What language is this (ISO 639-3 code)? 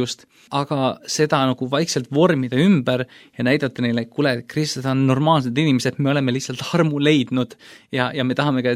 est